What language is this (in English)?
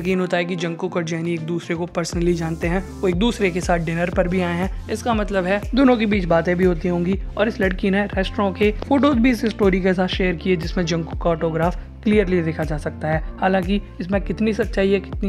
Hindi